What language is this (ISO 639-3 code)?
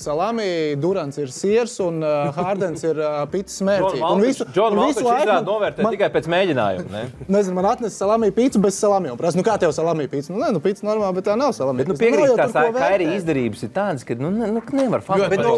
lav